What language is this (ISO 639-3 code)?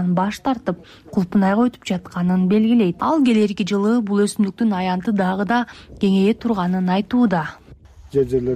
kir